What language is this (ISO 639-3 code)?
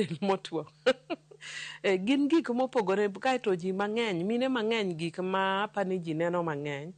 luo